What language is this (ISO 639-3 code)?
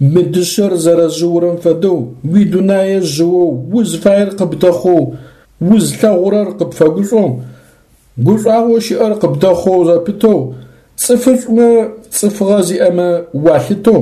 ady